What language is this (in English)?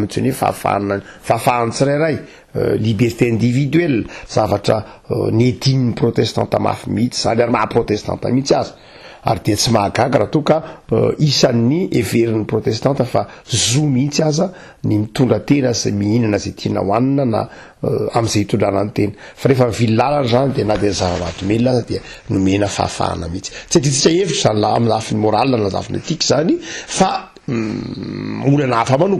Malagasy